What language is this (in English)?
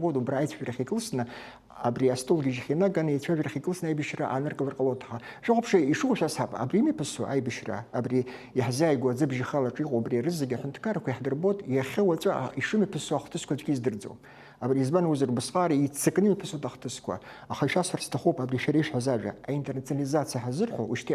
Abkhazian